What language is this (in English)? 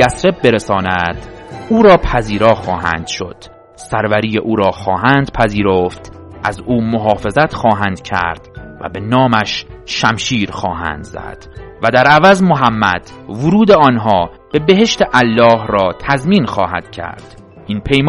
Persian